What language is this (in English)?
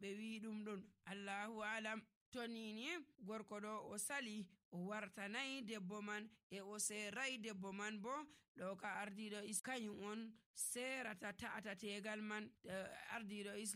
Nigerian Fulfulde